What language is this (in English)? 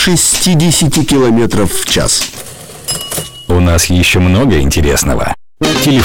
Russian